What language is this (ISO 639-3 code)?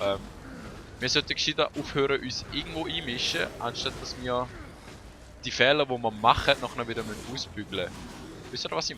gsw